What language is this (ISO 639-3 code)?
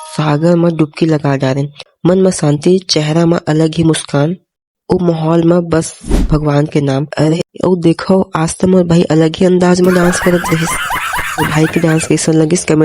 hne